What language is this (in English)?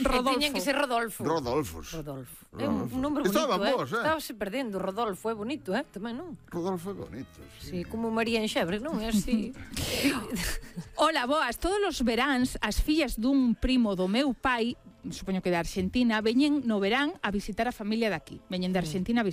Galician